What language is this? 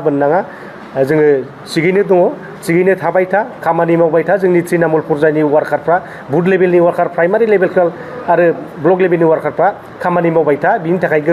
Bodo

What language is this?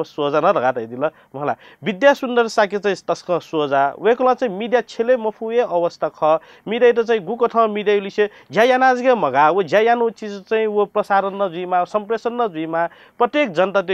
Newari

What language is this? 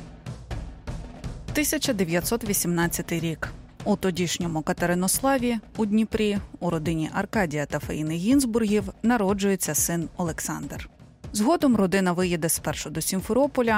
Ukrainian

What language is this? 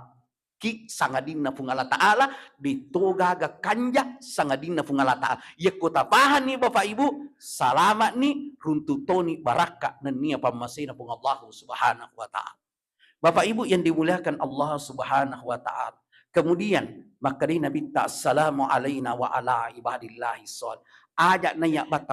Buginese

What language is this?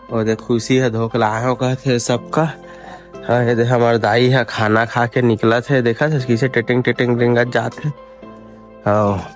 Chhattisgarhi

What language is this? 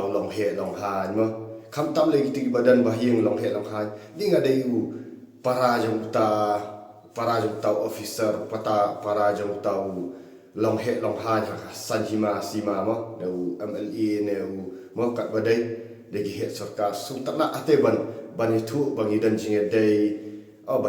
Khasi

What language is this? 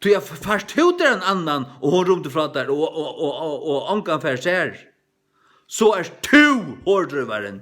Faroese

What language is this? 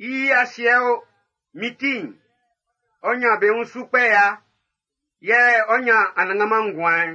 Baoulé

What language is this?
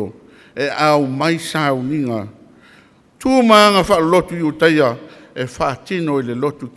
Samoan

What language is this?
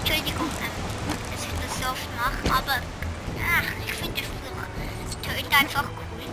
Swiss German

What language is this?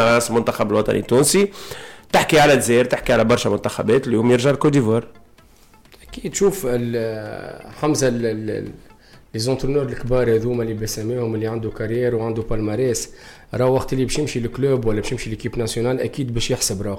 Tunisian Arabic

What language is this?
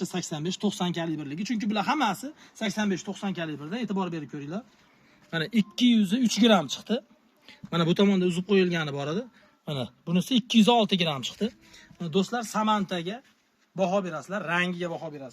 Uzbek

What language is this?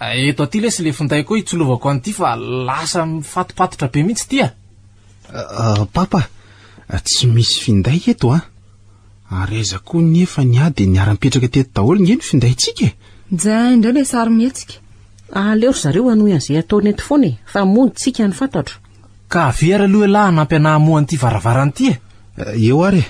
Malagasy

